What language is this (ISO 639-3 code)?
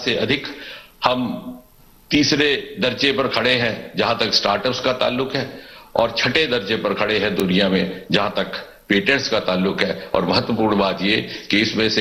hin